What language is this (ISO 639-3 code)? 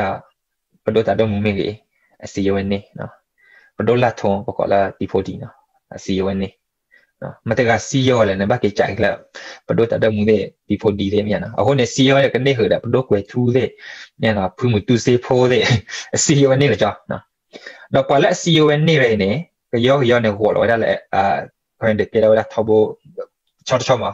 ksw